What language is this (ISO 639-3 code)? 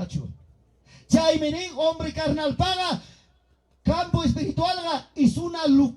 quy